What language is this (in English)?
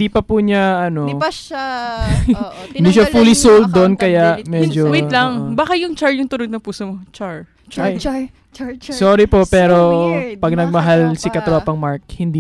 Filipino